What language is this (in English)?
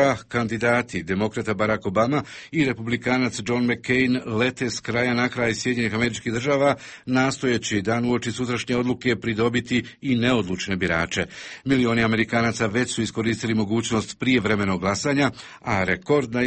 Bosnian